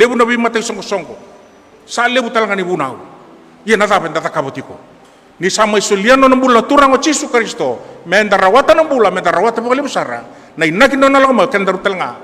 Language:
Fijian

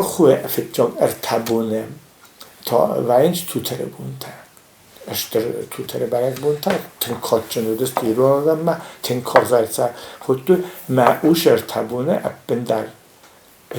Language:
Ossetic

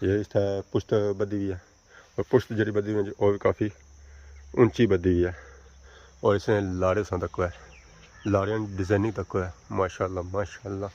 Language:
Pahari-Potwari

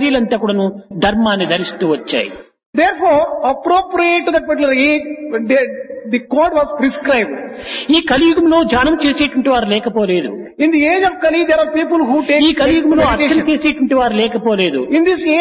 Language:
Telugu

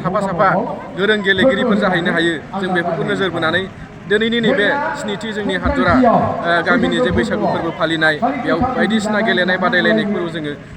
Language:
Bodo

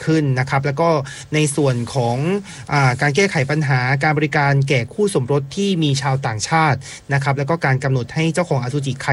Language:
Thai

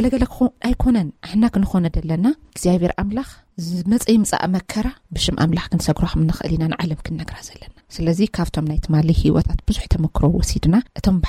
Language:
Tigrinya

